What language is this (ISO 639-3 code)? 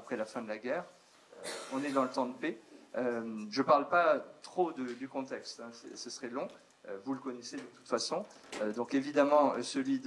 fra